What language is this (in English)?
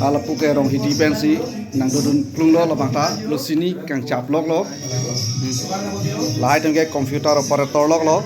Karbi